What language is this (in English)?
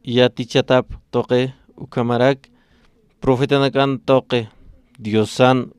Aymara